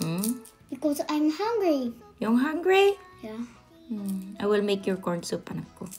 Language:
Iloko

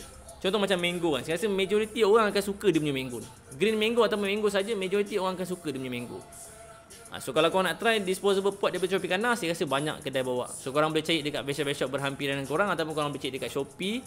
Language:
Malay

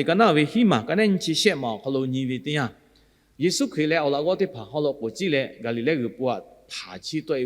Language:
Lahu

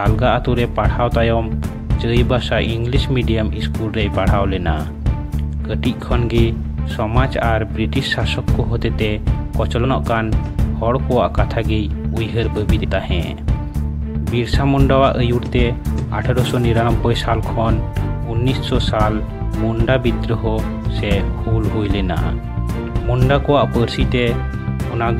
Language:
Santali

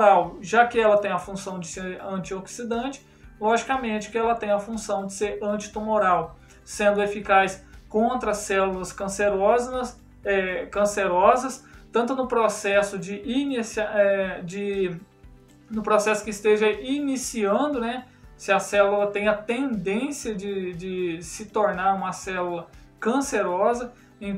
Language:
Portuguese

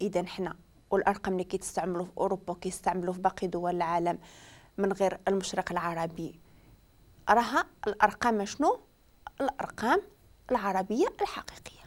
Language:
Moroccan Arabic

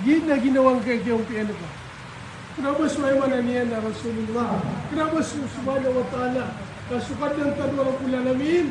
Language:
Maranao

